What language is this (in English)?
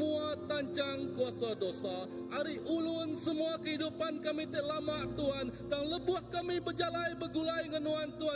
Iban